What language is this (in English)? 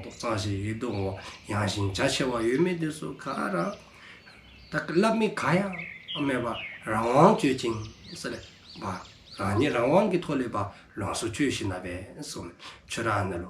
Dzongkha